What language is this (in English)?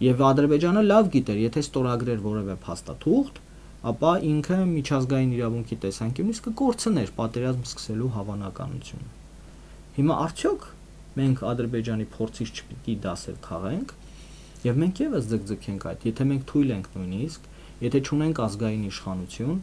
Armenian